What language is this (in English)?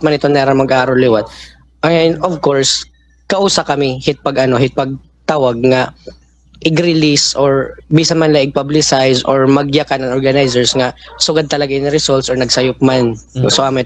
Waray